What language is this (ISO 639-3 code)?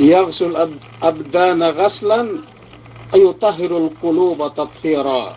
yka